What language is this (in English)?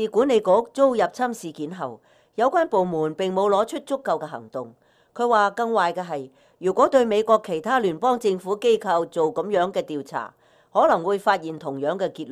Cantonese